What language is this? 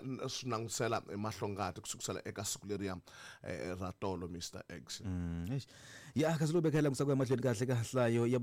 Tsonga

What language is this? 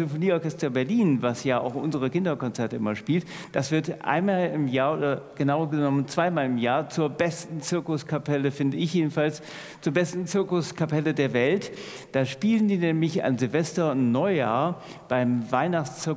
German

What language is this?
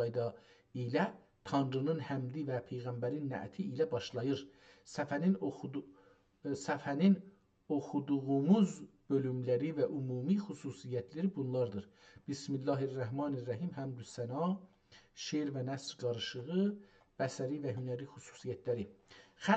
South Azerbaijani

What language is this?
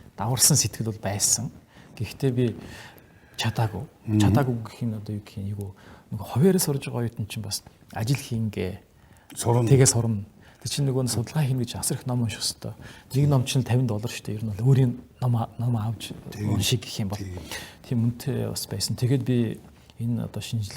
Mongolian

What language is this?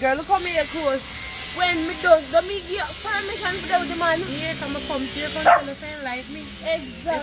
Jamaican Creole English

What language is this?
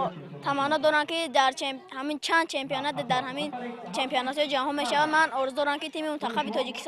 Tajik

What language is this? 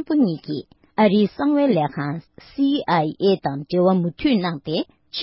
Tibetan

